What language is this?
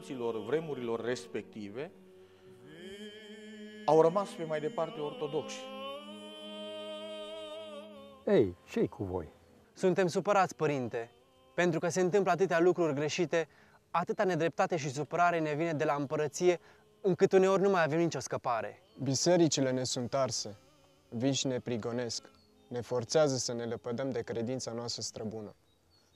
Romanian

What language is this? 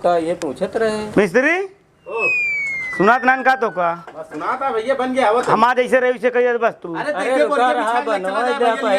Awadhi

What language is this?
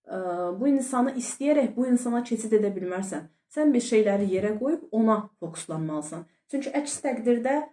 Azerbaijani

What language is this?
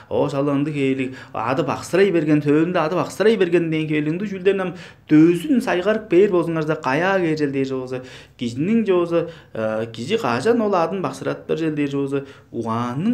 Tuvinian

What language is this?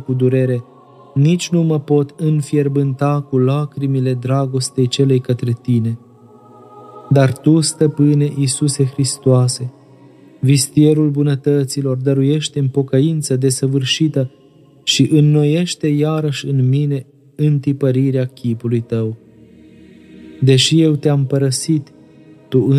Romanian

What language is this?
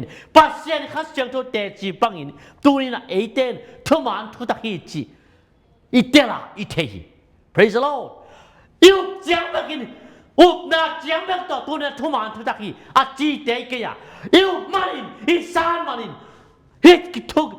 Tedim Chin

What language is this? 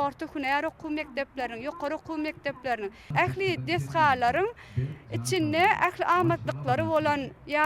Turkmen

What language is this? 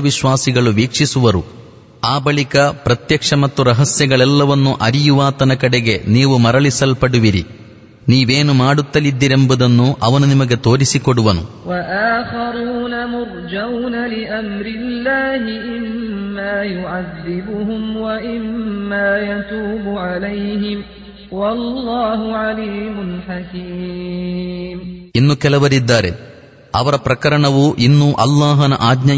Kannada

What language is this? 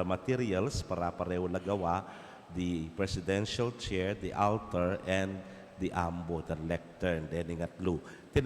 Pampanga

